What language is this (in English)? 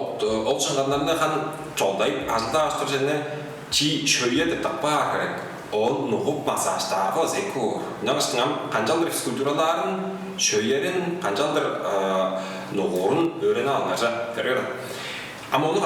Tuvinian